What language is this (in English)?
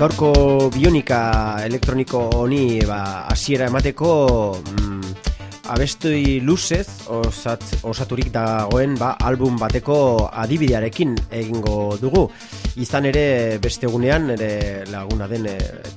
Basque